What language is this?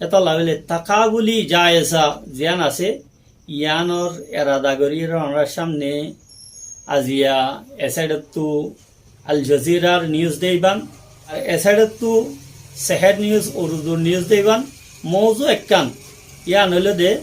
Rohingya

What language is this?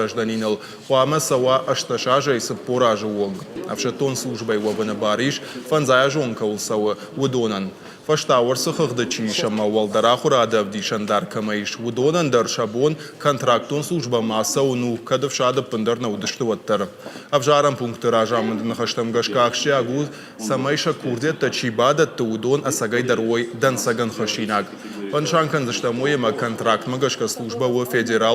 Ossetic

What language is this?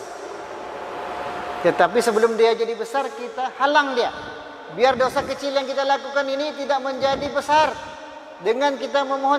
Malay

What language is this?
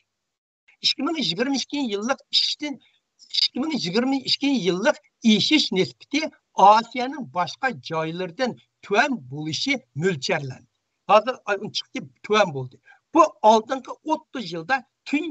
Uyghur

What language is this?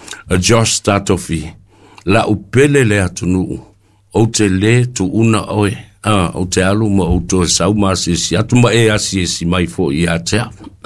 Samoan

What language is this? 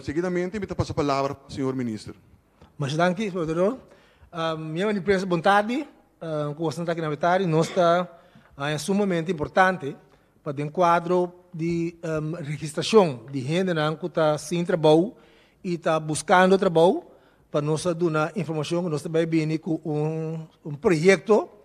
Papiamento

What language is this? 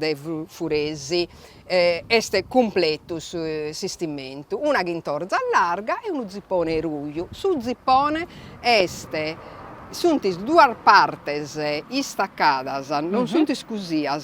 Sardinian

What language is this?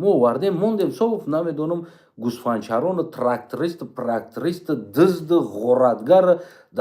Tajik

